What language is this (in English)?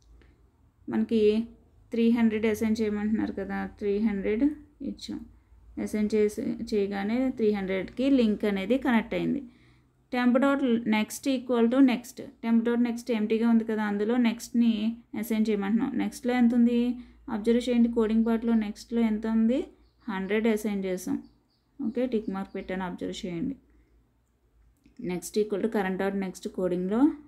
Telugu